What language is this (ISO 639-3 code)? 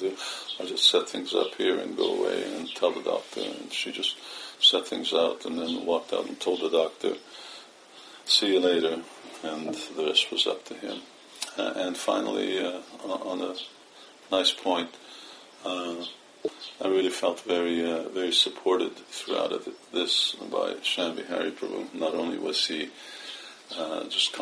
eng